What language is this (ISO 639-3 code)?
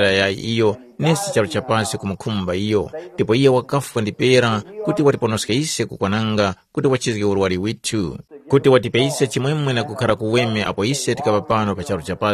tum